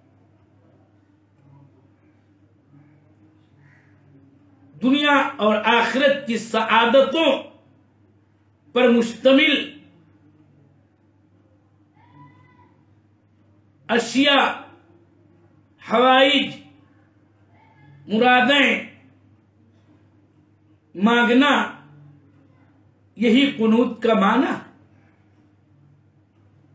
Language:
Urdu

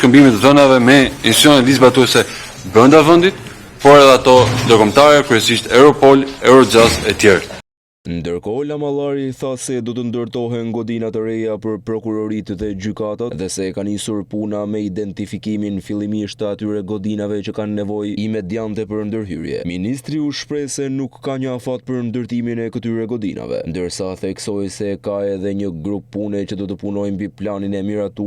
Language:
Albanian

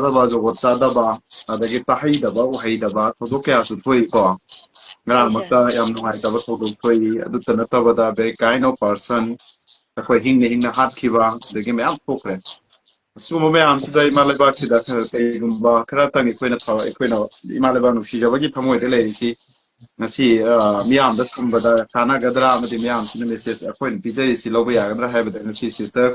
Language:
Manipuri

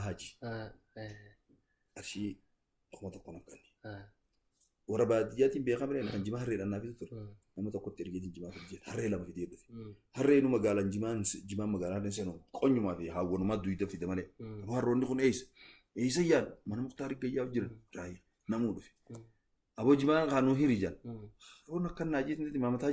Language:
Oromo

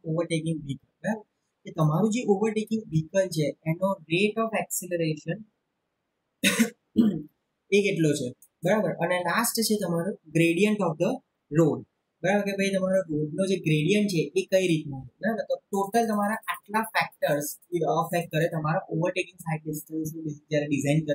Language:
Gujarati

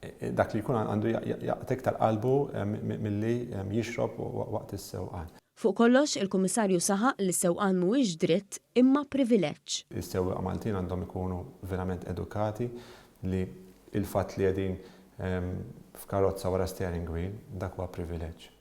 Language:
Maltese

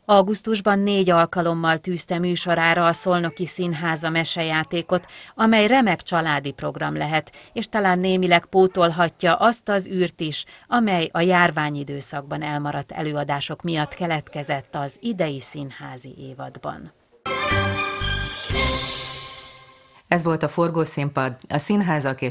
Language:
Hungarian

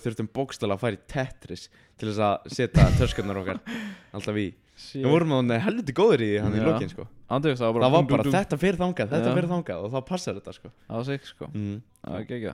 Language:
Icelandic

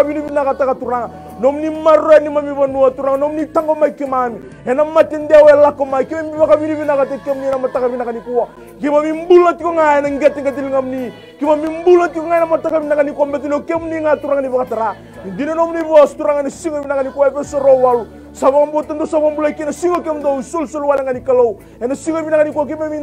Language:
Fijian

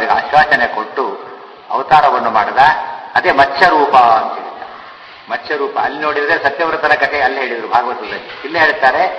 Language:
Kannada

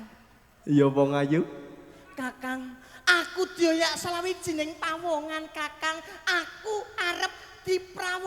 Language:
Javanese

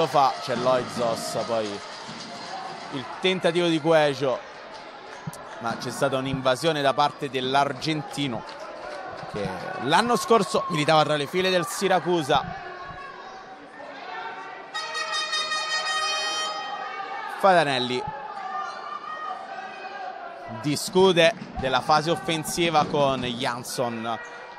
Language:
Italian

